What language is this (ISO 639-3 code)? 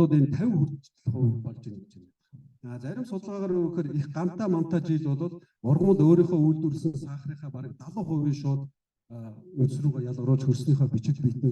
mon